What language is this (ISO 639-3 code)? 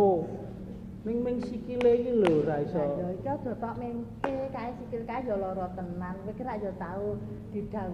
jav